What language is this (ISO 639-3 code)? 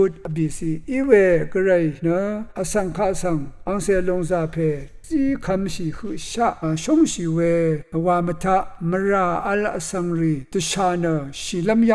raw